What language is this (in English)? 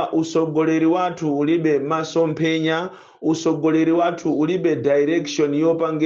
Nyanja